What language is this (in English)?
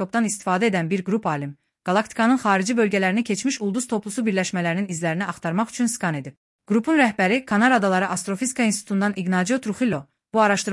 Azerbaijani